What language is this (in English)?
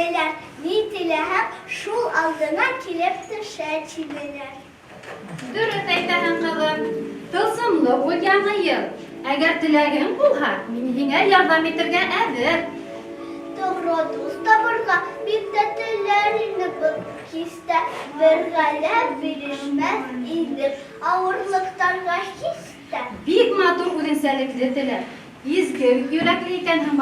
Bashkir